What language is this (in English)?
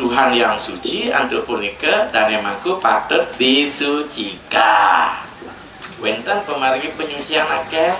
Balinese